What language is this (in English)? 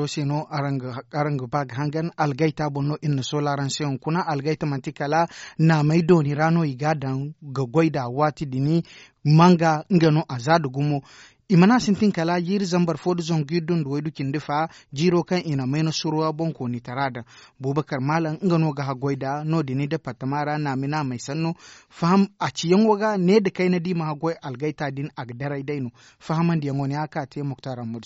Zarma